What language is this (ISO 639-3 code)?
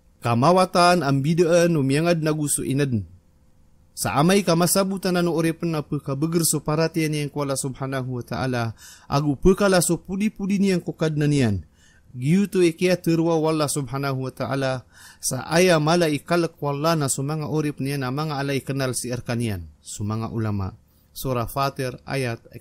mrw